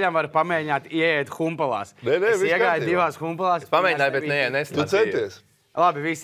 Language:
Latvian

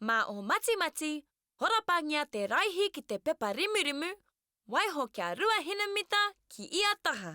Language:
Māori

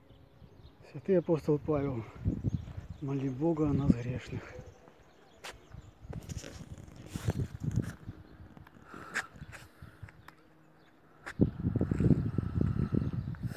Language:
Russian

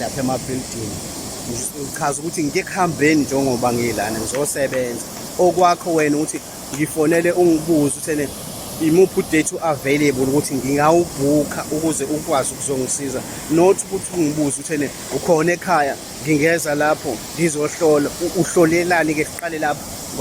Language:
Zulu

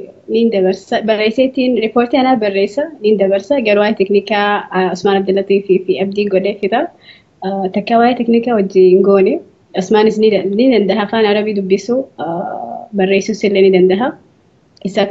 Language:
Oromo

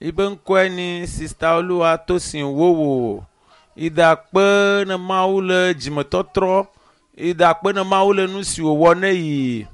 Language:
Ewe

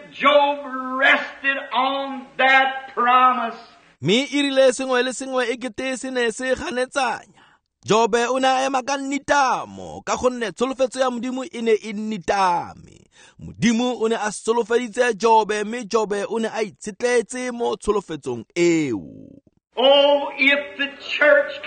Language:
Tswana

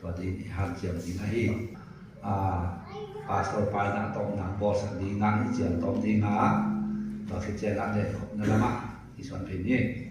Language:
Tedim Chin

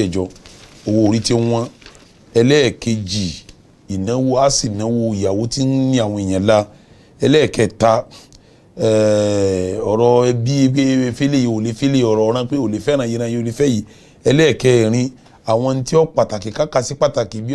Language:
Yoruba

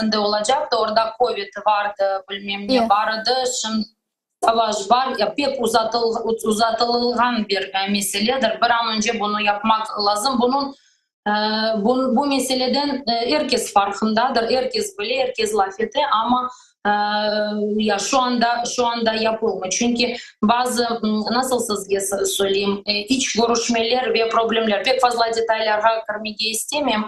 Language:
Crimean Tatar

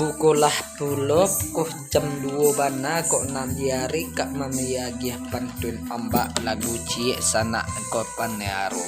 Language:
Minangkabau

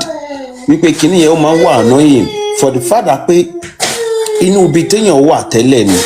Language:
Yoruba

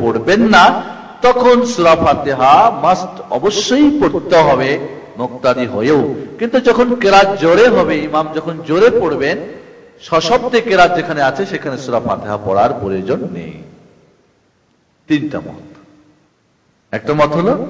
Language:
Bangla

